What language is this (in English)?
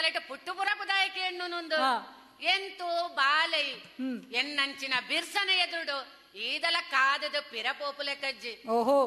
Tulu